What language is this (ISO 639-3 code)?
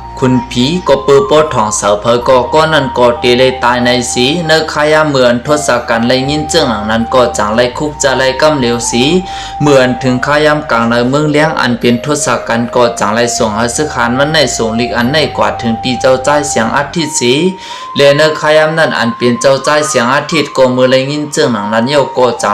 shn